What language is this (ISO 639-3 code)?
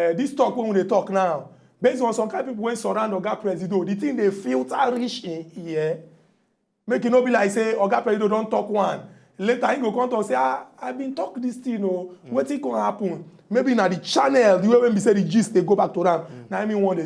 pcm